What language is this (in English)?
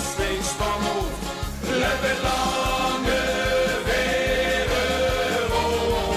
Limburgish